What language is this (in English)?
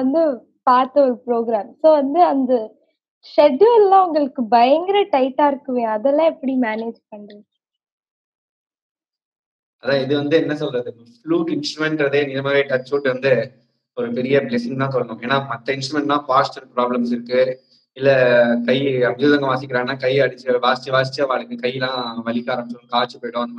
Tamil